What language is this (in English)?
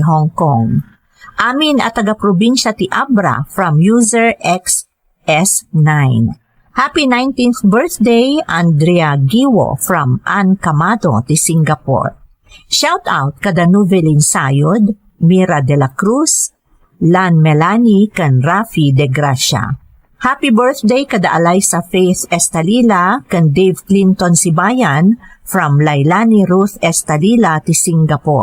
Iloko